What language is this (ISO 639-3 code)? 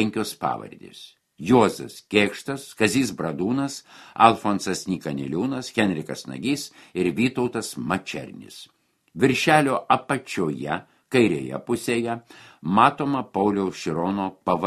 lit